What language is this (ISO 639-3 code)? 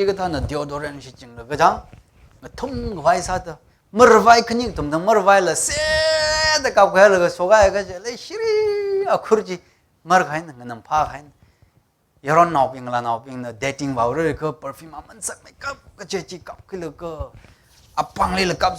nmf